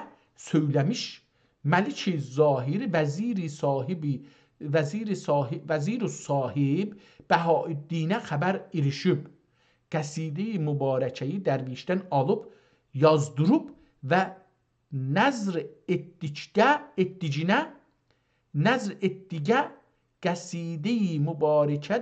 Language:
South Azerbaijani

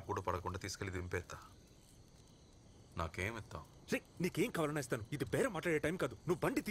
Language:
Telugu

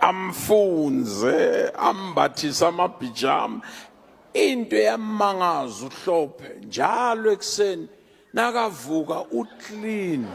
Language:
Zulu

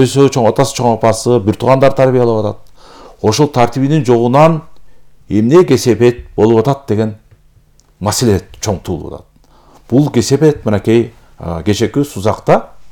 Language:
Kyrgyz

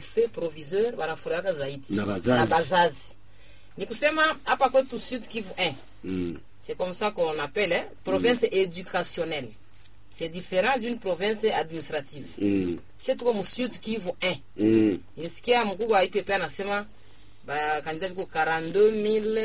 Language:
Swahili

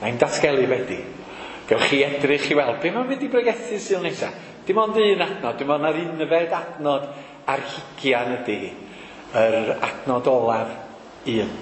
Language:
Welsh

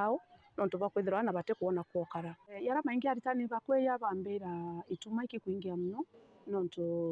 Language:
Meru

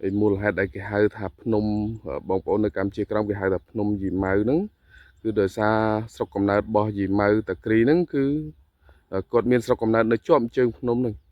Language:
Khmer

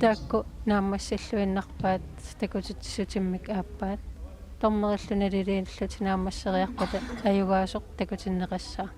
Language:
Kalaallisut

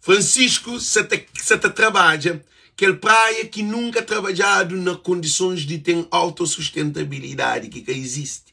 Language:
Kabuverdianu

